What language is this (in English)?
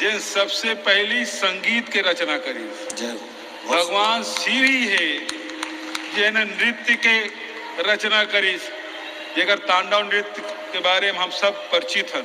Chhattisgarhi